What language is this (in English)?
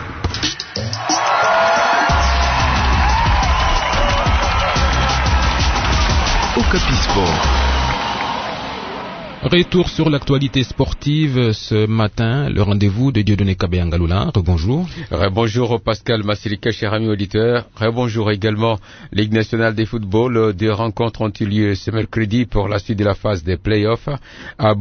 French